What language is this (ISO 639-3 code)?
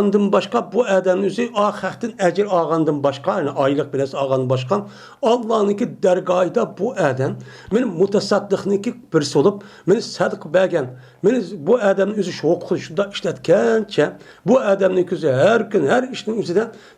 uig